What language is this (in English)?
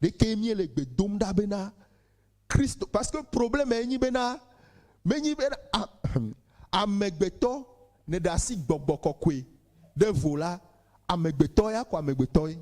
Ewe